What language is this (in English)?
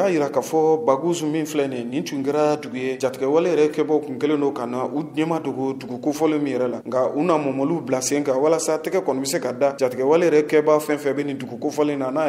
Bambara